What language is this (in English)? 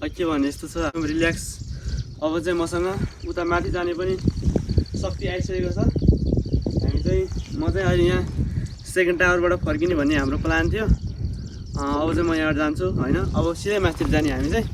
Nepali